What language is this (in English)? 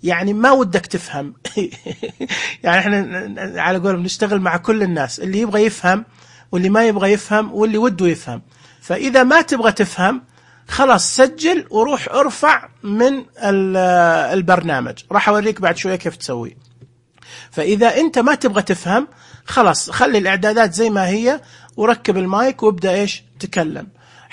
Najdi Arabic